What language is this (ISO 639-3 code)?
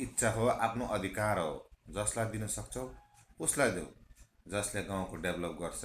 nep